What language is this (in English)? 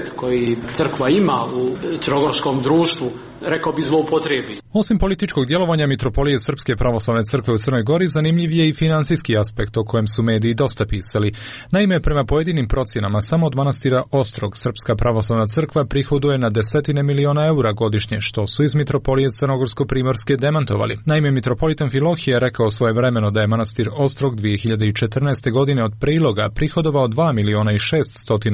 Serbian